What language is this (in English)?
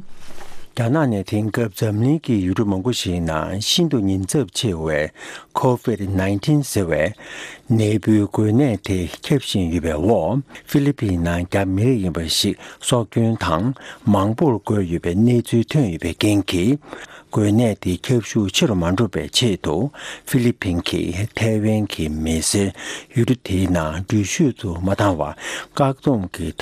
Tibetan